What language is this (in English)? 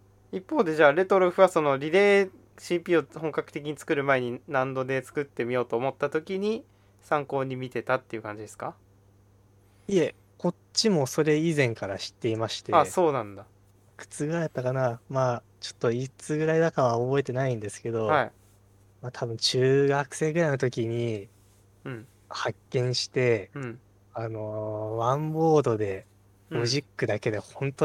Japanese